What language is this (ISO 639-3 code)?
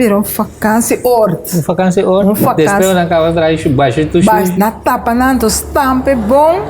pap